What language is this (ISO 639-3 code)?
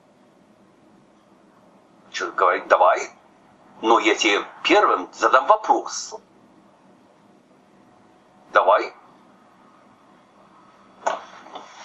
rus